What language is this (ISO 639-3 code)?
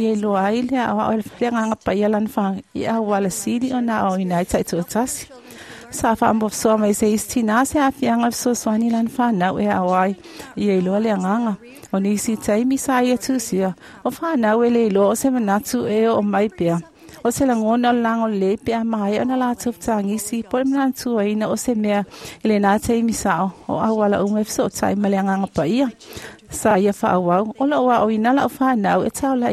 smo